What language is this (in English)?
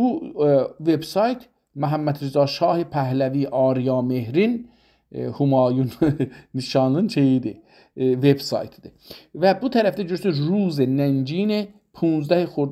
South Azerbaijani